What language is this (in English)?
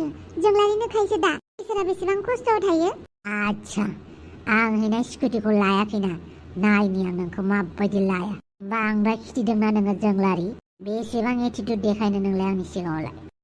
Bodo